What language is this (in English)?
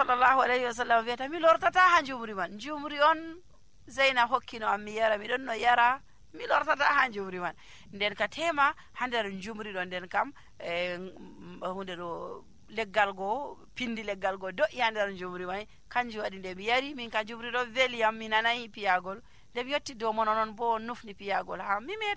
Nigerian Fulfulde